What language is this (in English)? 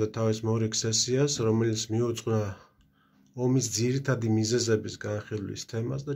Georgian